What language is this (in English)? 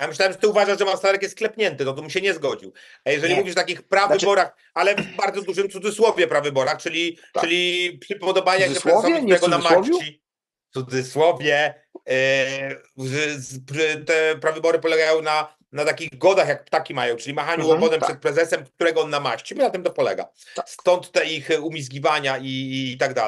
Polish